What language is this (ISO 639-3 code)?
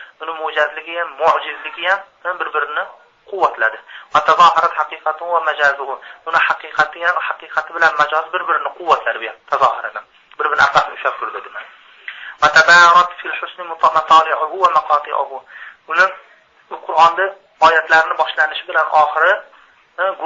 uzb